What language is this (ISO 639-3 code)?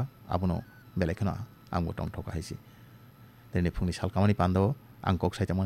trp